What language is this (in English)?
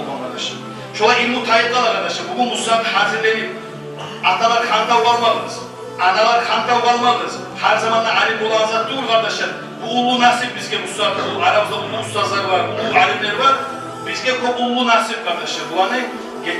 Kumyk